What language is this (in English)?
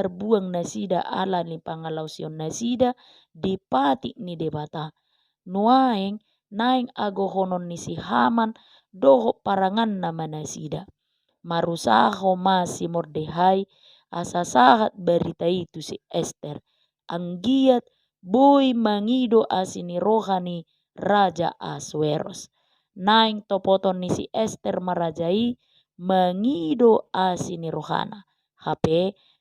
Batak Toba